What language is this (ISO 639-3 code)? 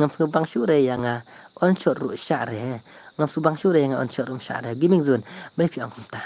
kha